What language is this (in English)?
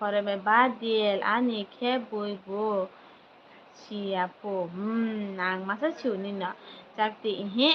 Kok Borok